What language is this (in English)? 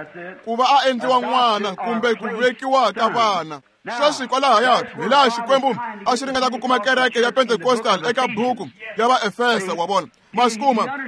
Tsonga